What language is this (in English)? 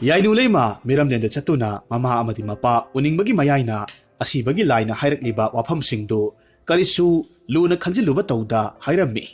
Manipuri